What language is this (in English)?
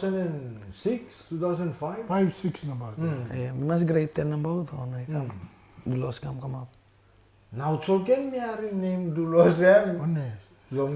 Tok Pisin